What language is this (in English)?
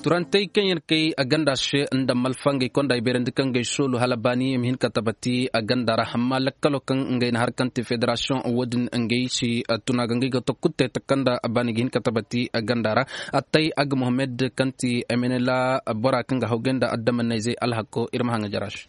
Zarma